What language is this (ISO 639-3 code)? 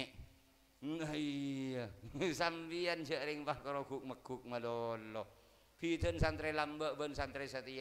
mad